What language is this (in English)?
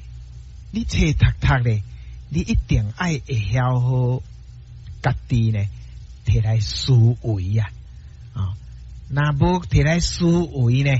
Min Nan Chinese